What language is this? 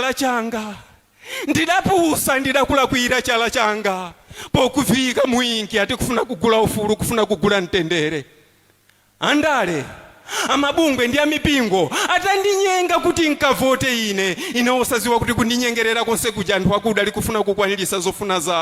Nyanja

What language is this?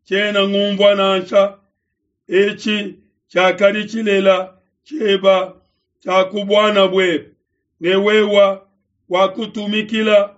Luba-Lulua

